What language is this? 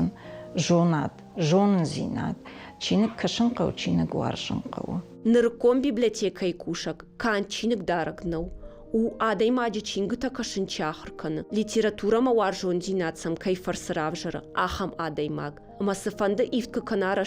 Ossetic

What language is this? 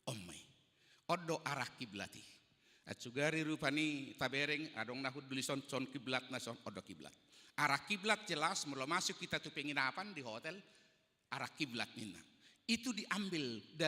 Batak Toba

